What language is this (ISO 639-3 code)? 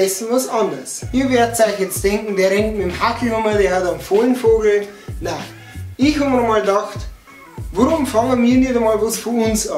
bar